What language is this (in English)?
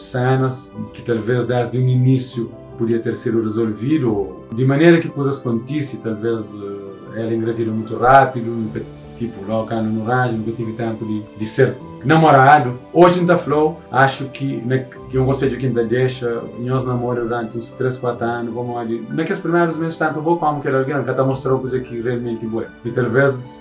Kabuverdianu